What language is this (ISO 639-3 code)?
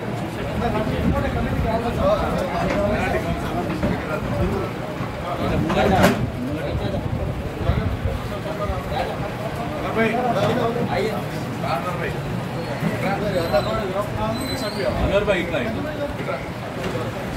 tel